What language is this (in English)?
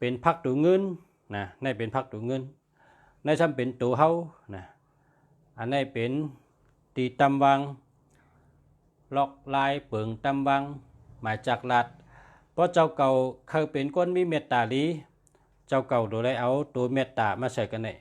Shan